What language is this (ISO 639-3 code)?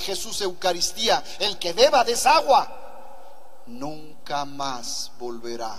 spa